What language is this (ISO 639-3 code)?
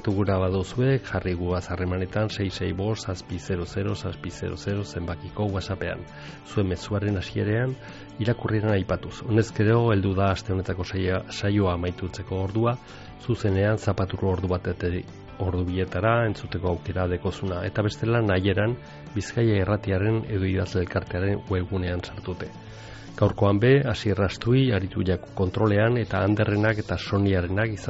eus